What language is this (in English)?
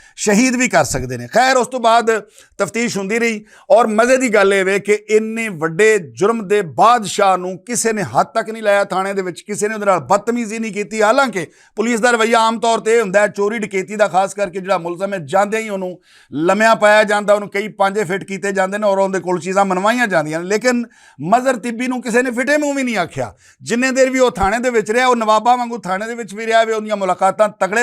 Western Panjabi